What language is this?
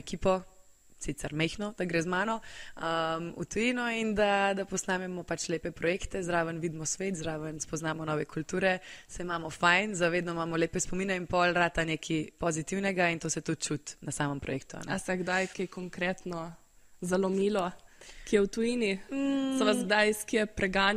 Slovenian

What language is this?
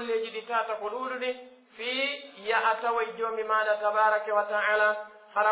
Pular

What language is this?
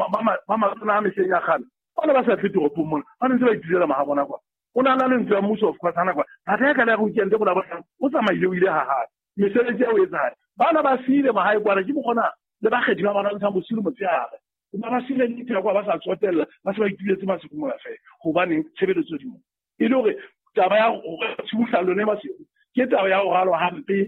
Southern Sotho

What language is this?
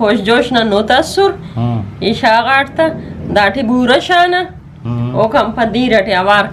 Brahui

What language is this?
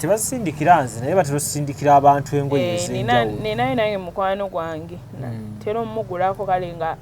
Ganda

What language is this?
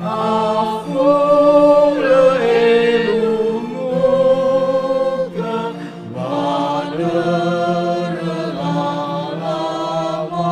Nias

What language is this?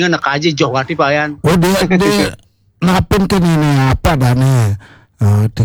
Balinese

